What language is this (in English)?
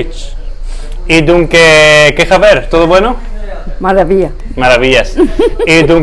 Ladino